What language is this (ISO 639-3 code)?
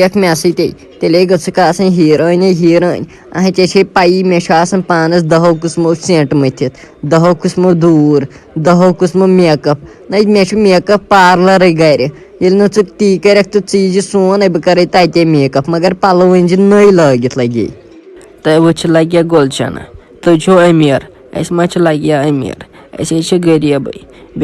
kas